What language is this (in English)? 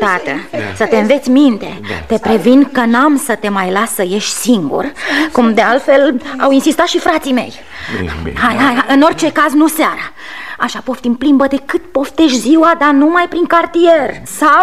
Romanian